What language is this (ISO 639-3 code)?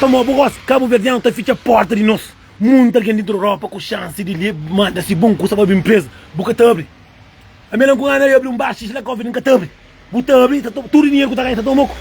kea